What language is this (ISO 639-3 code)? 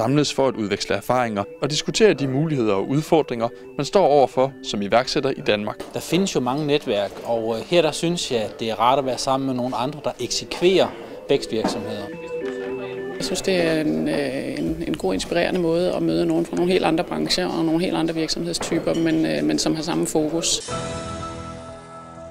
dan